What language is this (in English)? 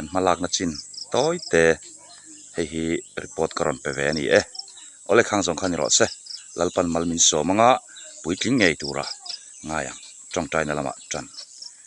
Mizo